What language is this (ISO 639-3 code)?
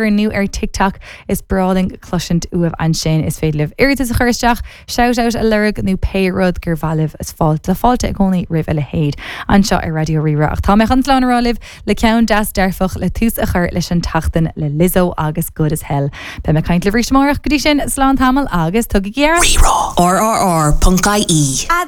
gle